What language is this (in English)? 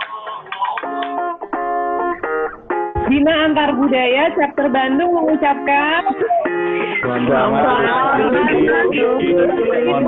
Indonesian